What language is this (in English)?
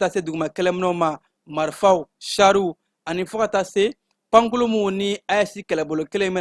Bambara